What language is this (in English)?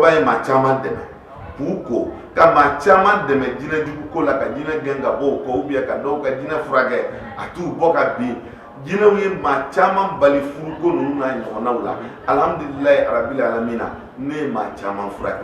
Bambara